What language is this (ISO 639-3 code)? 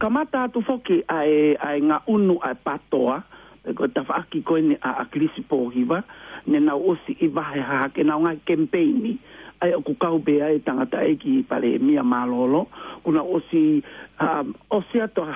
ton